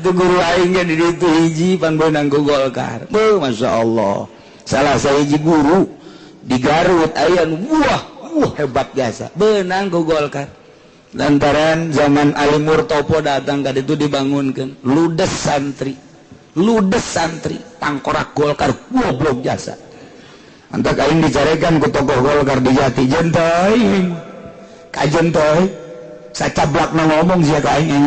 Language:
Sundanese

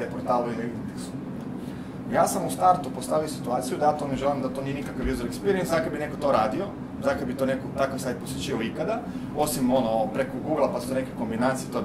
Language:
Croatian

